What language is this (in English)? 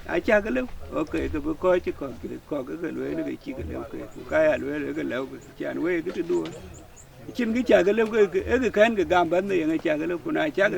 Dinka